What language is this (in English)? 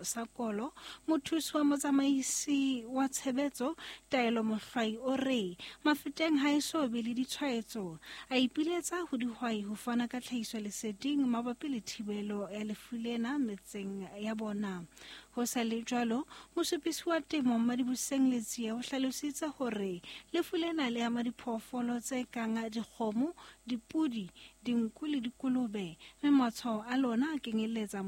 Southern Sotho